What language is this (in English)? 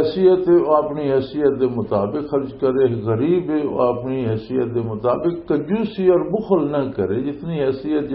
Western Panjabi